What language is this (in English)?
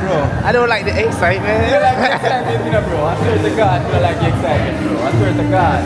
Jamaican Creole English